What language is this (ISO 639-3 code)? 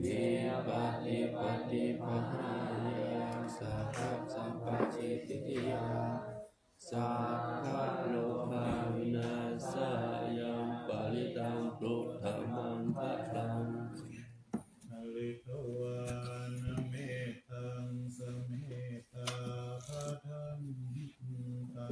pli